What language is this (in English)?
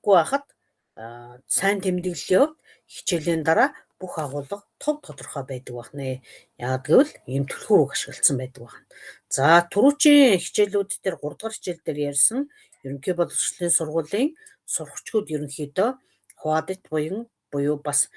Mongolian